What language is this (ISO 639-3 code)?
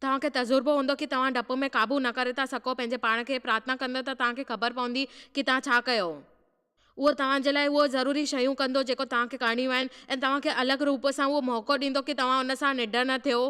snd